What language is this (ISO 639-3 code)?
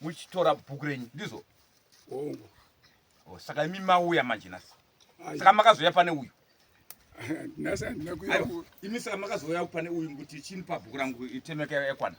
sna